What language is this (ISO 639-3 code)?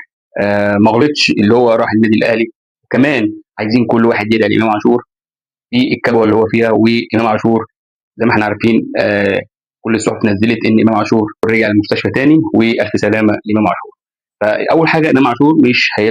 arz